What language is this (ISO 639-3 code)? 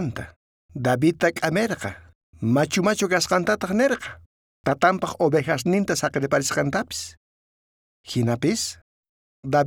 quh